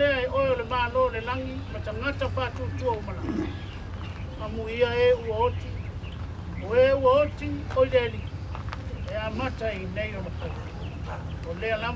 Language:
Samoan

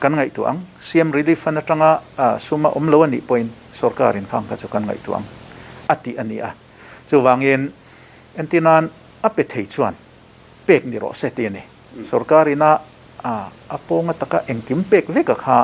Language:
Mizo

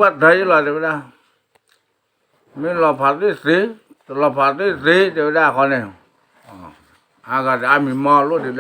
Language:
S'gaw Karen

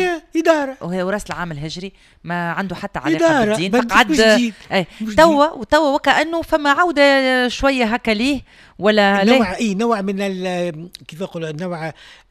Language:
Tunisian Arabic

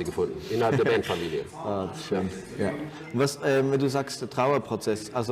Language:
Swiss German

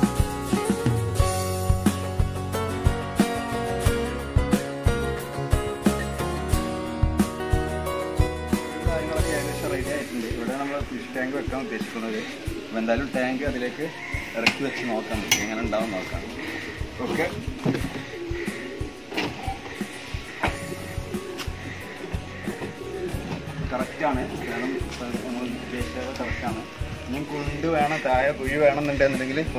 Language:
Malayalam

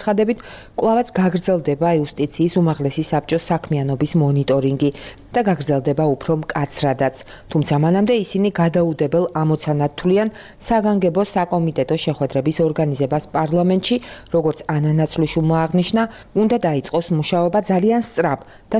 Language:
Georgian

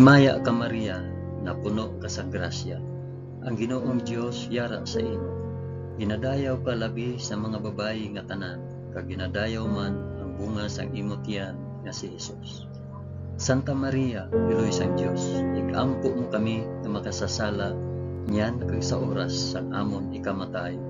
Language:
Hiligaynon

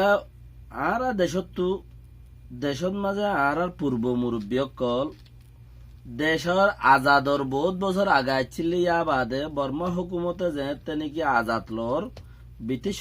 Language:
Rohingya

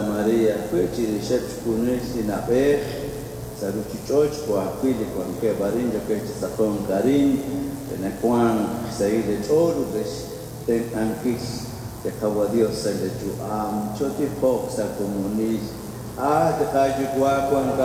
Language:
Kekchí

